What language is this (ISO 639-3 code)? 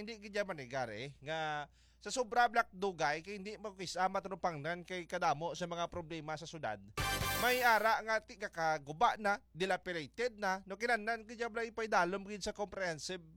hil